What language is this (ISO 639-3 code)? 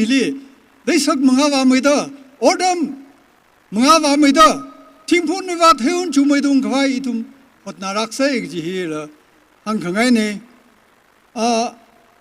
nmf